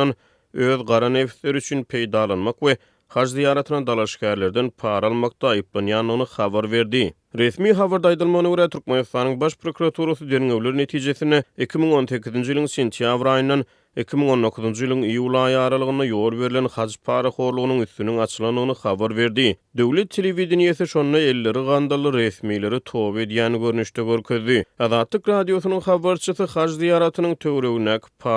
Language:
Turkmen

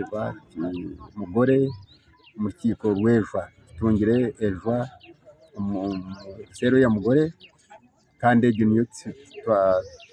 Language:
Nyankole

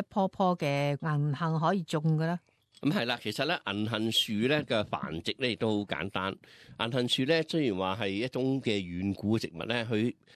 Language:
Cantonese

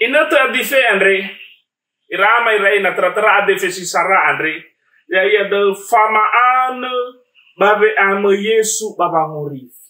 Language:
Nias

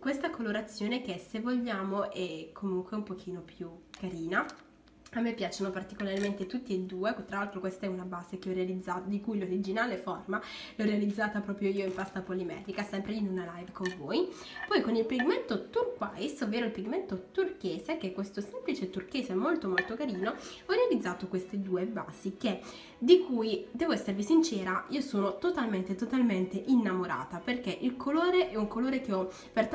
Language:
Italian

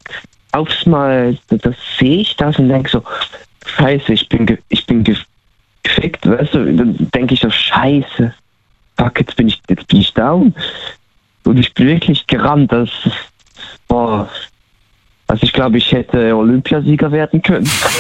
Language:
German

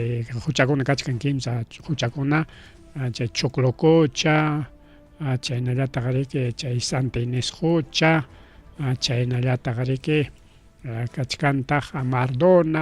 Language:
Ayacucho Quechua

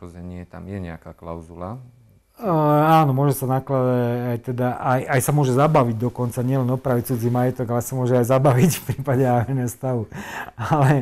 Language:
Slovak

